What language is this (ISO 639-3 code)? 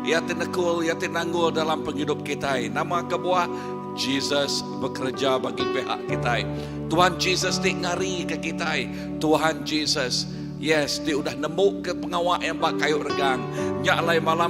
iba